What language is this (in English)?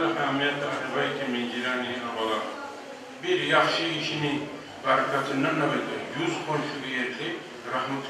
Kumyk